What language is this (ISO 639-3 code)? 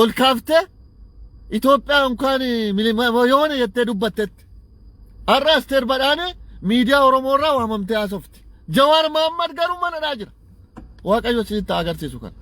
orm